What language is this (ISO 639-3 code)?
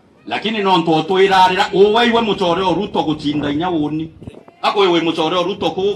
mer